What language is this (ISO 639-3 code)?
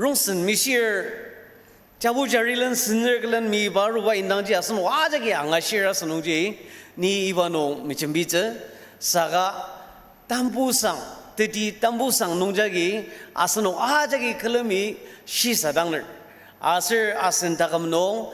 njo